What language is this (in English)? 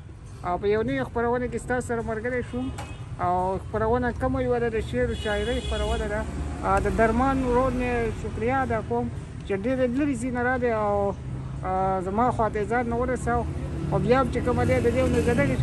Pashto